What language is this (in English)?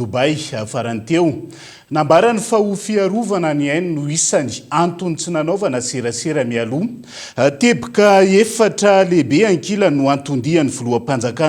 Malagasy